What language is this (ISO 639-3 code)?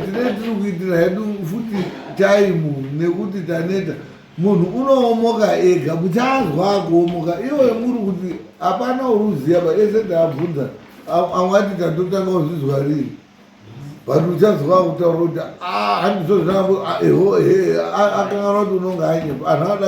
sna